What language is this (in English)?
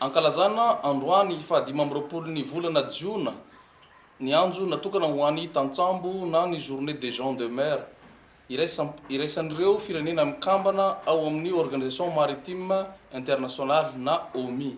Malagasy